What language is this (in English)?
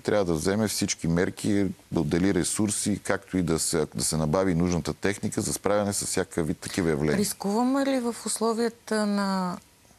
Bulgarian